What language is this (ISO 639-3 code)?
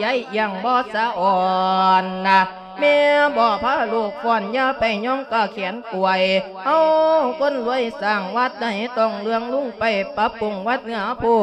lao